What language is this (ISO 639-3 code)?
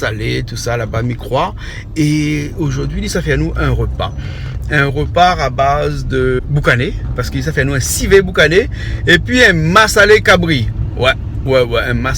rcf